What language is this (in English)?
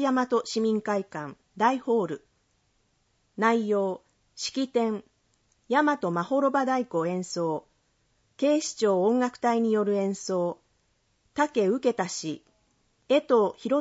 Japanese